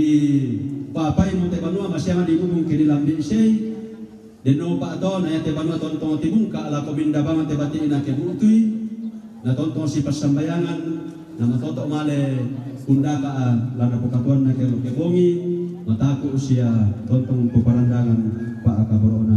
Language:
Toraja-Sa'dan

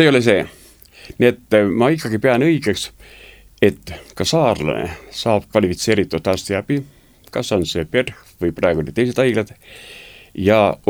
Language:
Estonian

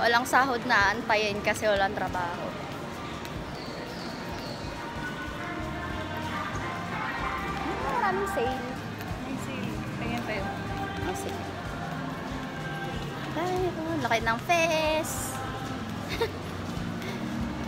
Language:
Filipino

